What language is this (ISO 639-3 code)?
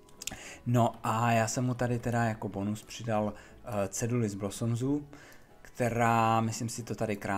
ces